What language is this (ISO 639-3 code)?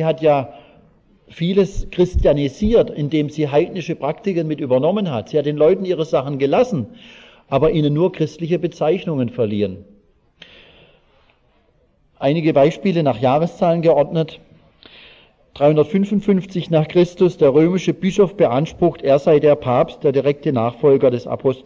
deu